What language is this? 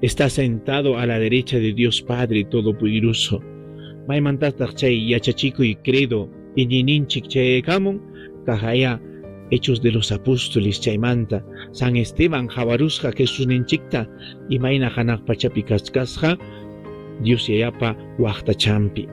Ayacucho Quechua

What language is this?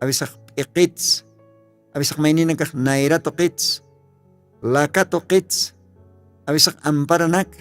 Aymara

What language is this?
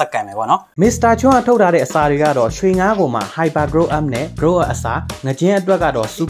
Burmese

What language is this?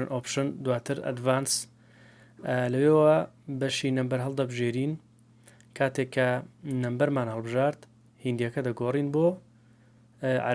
Central Kurdish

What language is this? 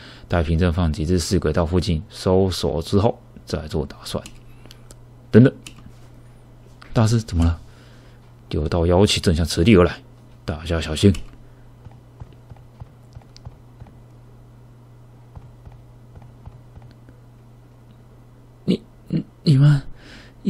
Chinese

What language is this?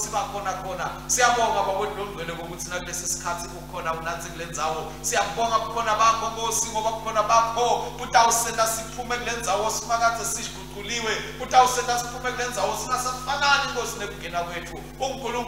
Swati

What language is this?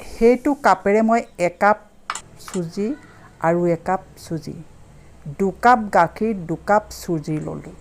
Assamese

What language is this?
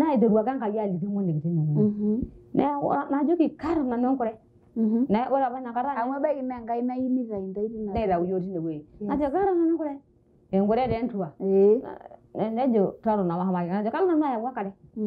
Masai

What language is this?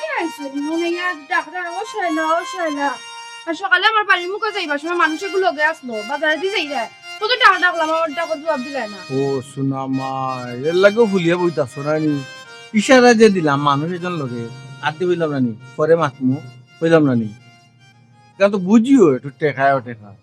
Sylheti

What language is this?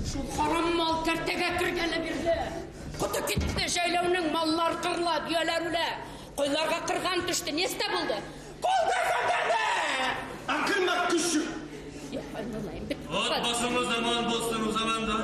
Bashkir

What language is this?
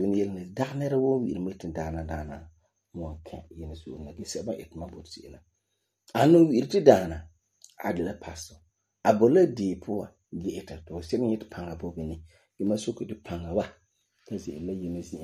Frafra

